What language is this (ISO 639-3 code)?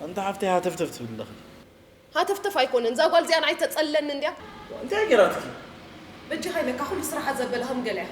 tir